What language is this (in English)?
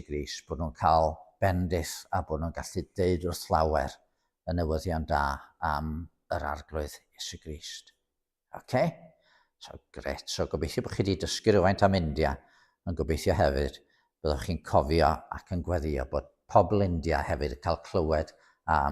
Welsh